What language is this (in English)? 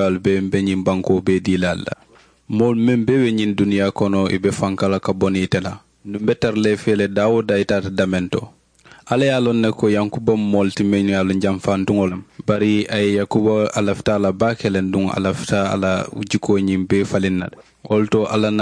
Mandingo